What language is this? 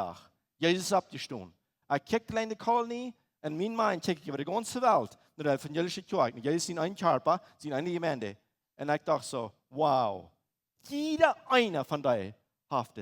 Plautdietsch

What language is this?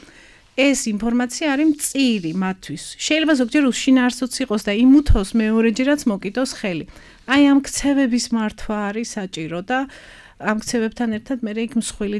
Georgian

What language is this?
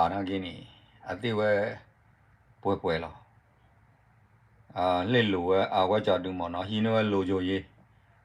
S'gaw Karen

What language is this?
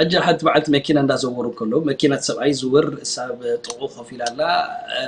Tigrinya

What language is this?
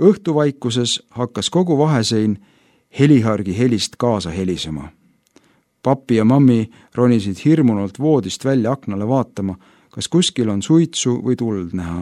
Estonian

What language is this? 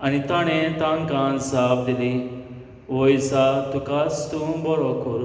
Konkani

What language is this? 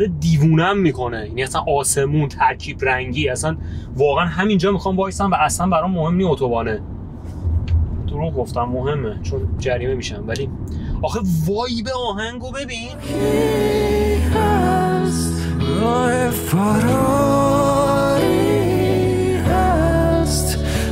Persian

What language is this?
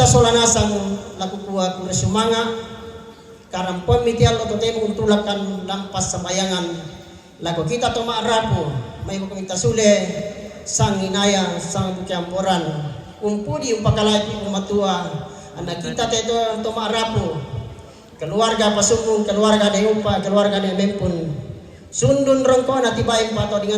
Toraja-Sa'dan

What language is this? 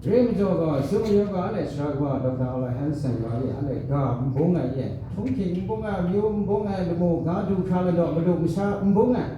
Kachin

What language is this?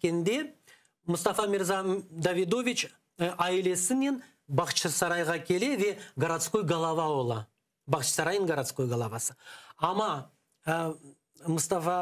Crimean Tatar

